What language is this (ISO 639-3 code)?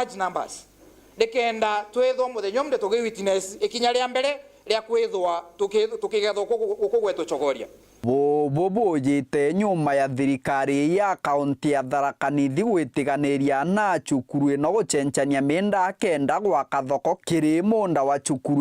mer